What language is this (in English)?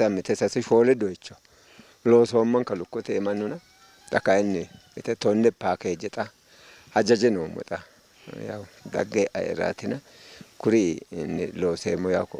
Sidamo